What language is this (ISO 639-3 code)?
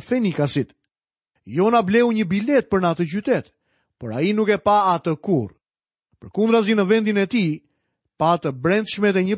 sqi